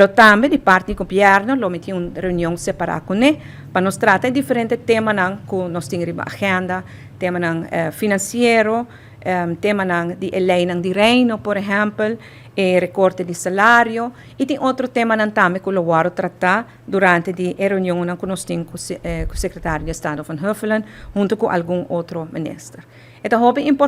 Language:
Papiamento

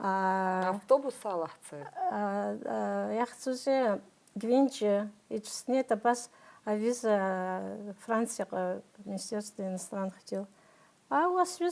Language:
Abkhazian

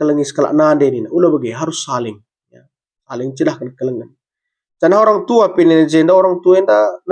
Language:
Batak Karo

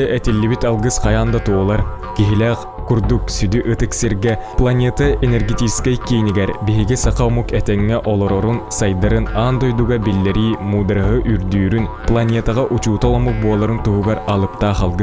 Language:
Yakut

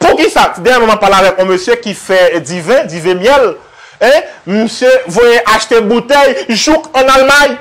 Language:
Haitian Creole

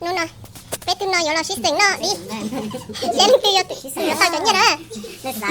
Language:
Hmong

